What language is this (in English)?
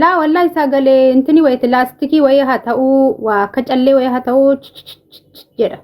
Oromo